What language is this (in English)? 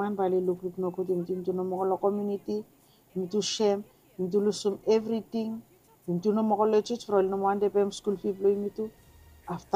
Bislama